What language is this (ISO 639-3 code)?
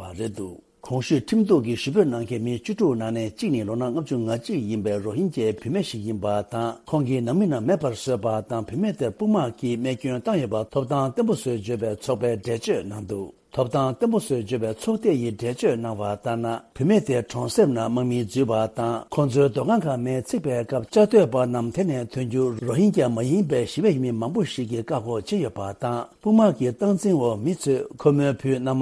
bod